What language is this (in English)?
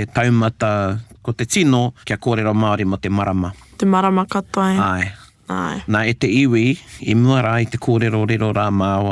Māori